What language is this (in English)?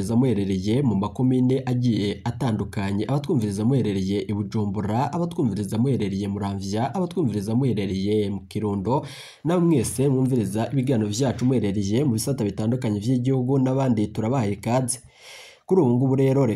Rundi